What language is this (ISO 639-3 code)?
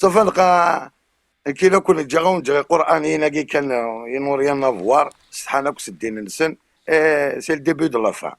kab